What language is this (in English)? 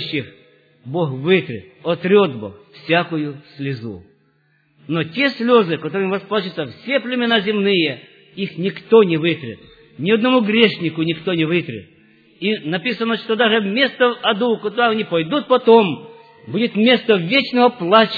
Russian